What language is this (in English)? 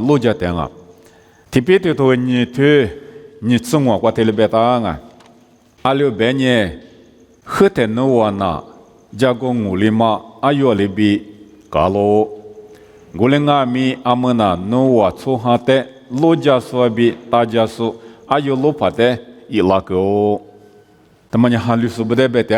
Lisu